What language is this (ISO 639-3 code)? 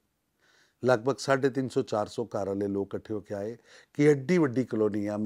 pan